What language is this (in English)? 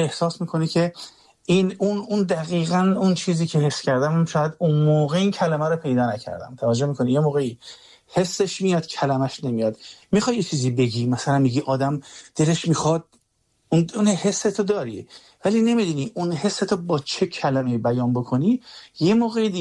Persian